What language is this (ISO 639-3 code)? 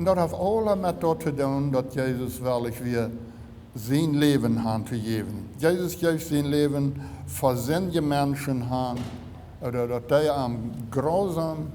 pdt